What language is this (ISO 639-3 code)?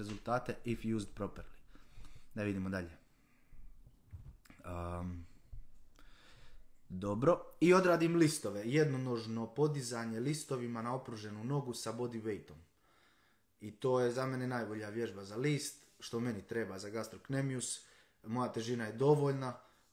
hrv